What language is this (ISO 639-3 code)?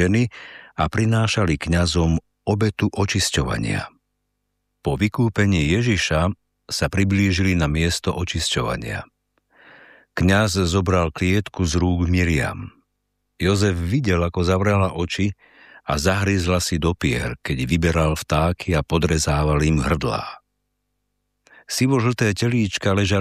slk